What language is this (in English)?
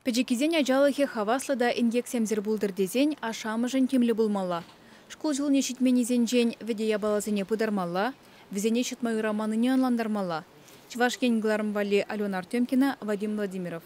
Chuvash